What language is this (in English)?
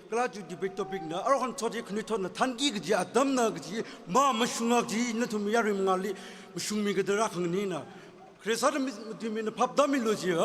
Tangkhul Naga (India)